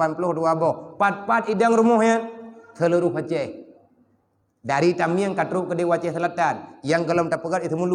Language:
Achinese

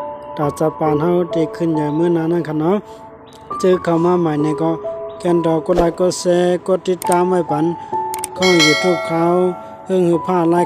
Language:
Shan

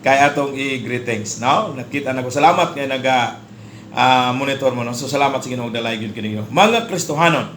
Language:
Cebuano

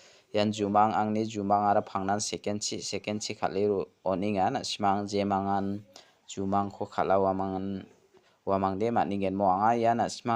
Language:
Garo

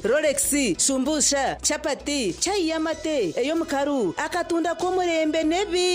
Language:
Nyankole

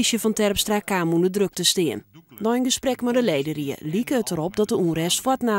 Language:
Western Frisian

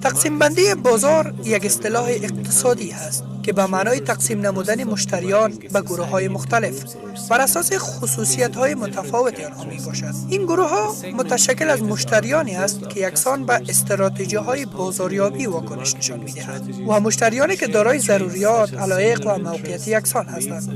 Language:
Tajik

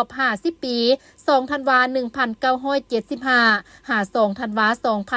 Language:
Lao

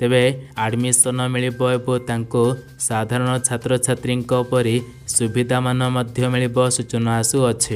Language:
Odia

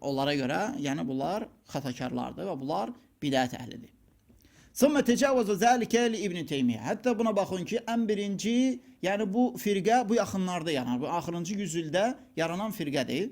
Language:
Azerbaijani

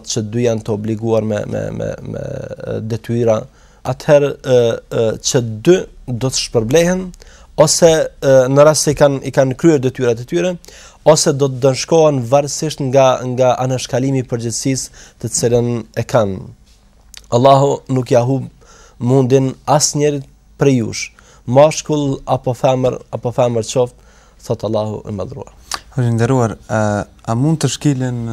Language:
Albanian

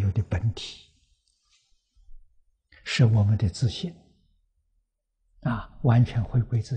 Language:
Chinese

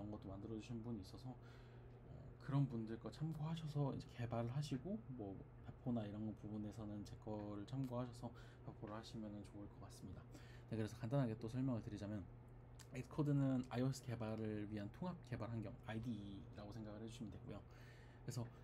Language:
Korean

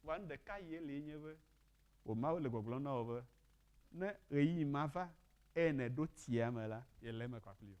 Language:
Ewe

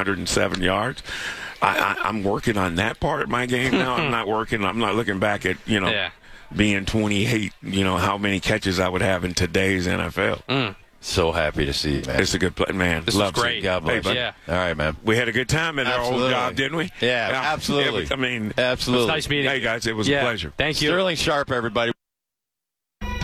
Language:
English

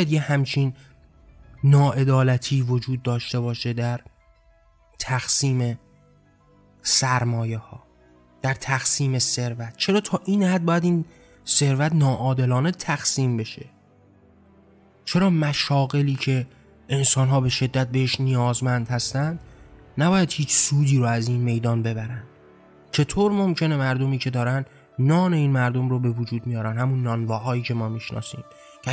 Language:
Persian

